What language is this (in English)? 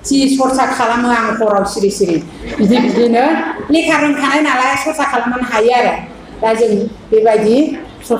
Bodo